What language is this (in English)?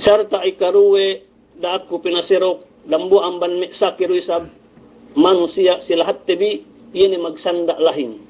Yakan